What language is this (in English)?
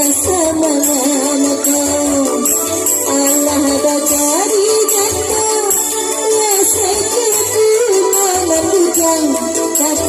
Minangkabau